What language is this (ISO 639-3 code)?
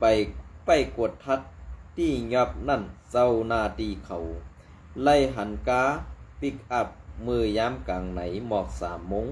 shn